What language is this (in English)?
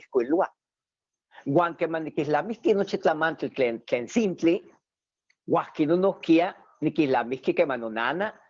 Eastern Huasteca Nahuatl